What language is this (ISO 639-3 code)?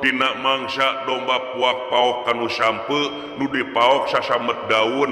sun